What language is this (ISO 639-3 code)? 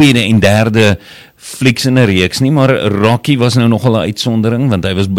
afr